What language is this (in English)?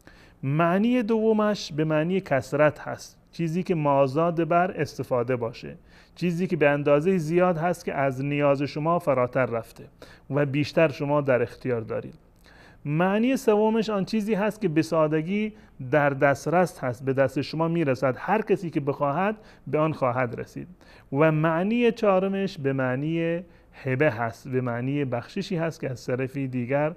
Persian